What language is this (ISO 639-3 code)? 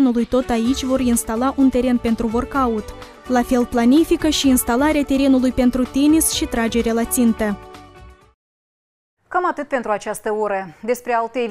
ron